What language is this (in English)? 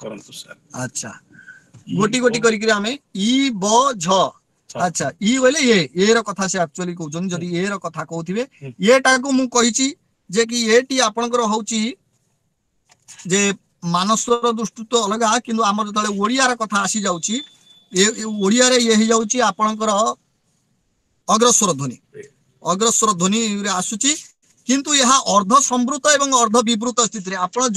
Odia